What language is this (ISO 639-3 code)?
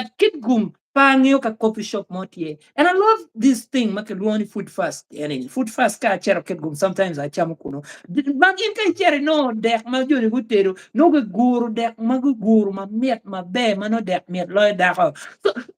ach